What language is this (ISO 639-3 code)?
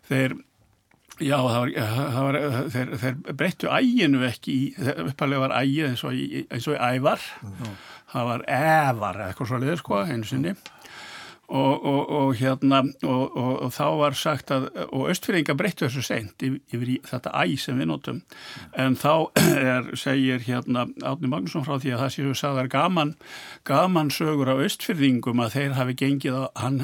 isl